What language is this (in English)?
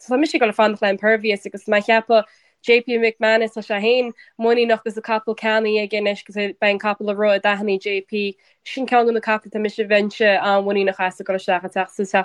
Irish